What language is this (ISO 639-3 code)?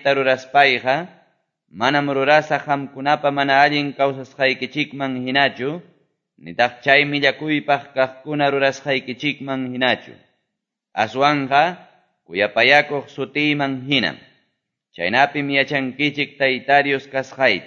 que